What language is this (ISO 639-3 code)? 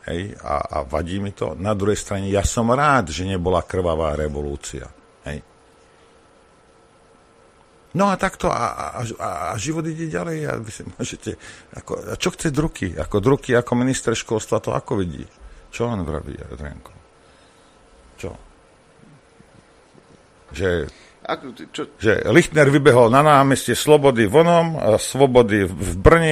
slk